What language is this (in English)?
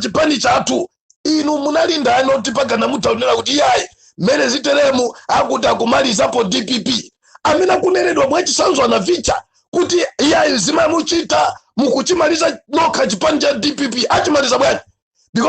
Nyanja